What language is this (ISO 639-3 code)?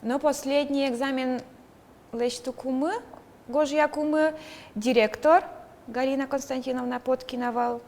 udm